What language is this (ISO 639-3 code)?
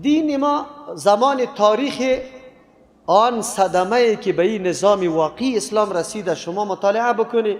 fas